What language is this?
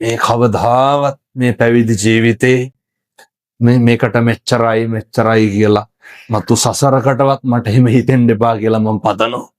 Sinhala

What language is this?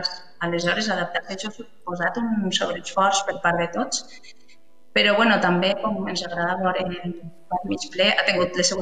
Catalan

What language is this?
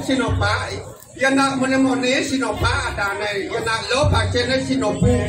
Balinese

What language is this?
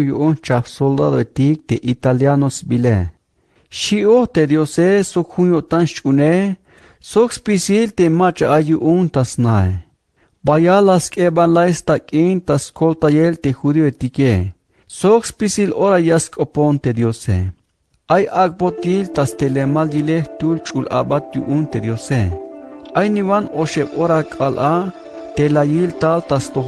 Tzeltal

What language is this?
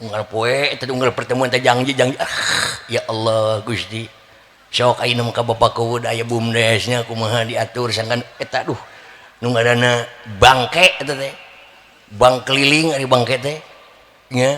Sundanese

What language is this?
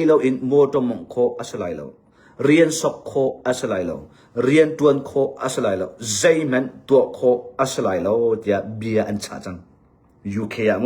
Hakha Chin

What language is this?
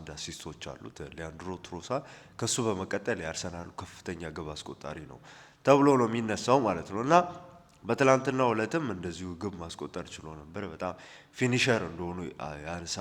Amharic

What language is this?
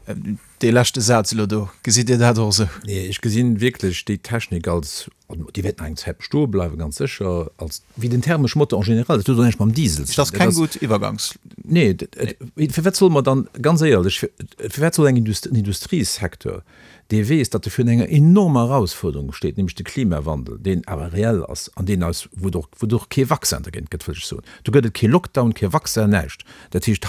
Luxembourgish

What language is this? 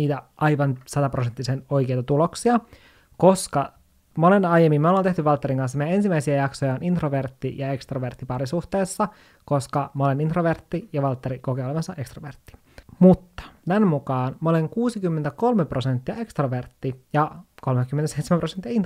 Finnish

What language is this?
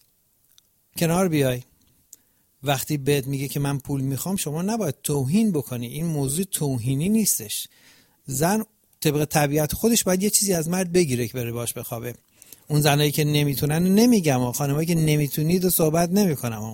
Persian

